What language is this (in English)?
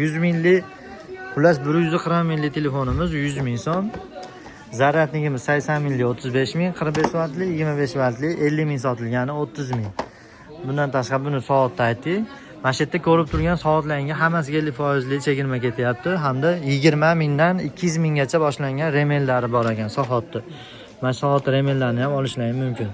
Uzbek